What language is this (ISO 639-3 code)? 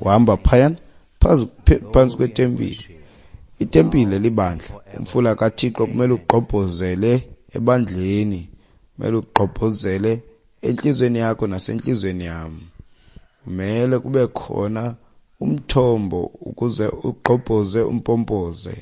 xho